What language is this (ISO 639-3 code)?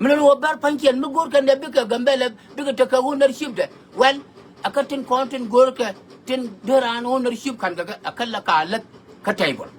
nus